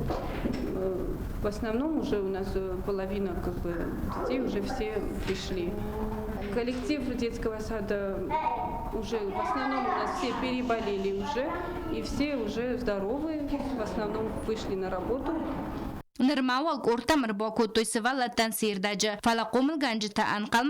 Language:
Ossetic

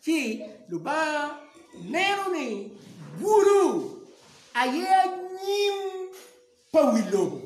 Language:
Acoli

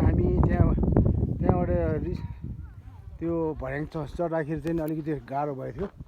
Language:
Nepali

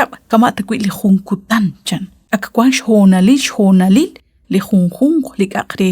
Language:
Kekchí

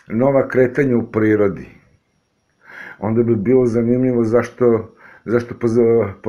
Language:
Serbian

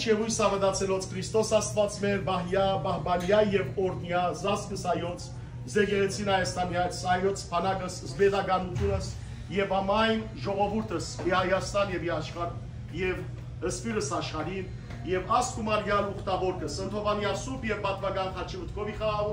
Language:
Western Armenian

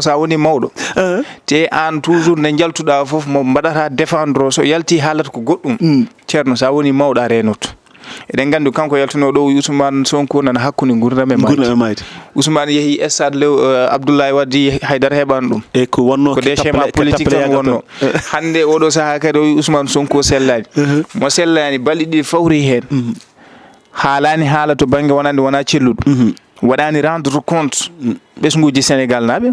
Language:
Fula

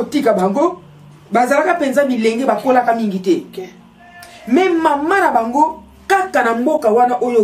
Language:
Lingala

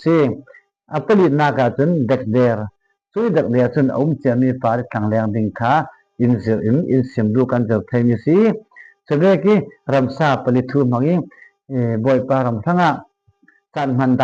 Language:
Falam Chin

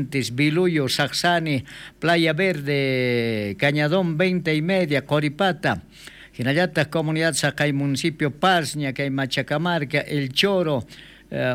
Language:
South Bolivian Quechua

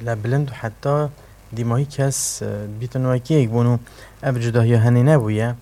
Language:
Kurdish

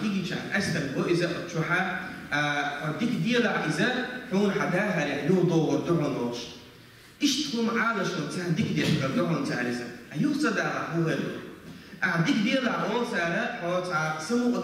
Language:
Chechen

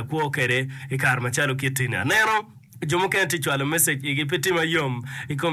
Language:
Acoli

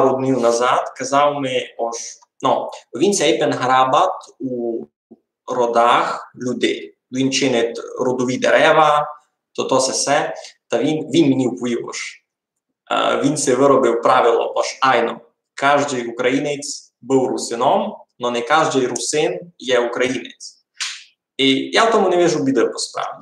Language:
Rusyn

